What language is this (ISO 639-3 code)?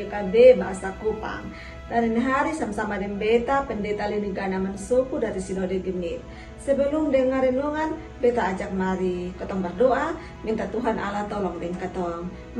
mkn